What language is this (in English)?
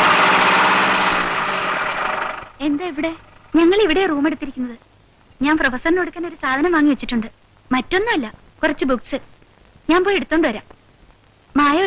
Malayalam